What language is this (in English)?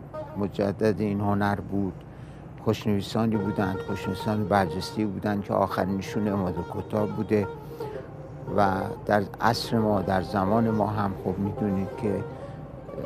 Persian